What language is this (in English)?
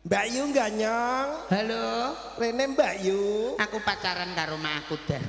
Javanese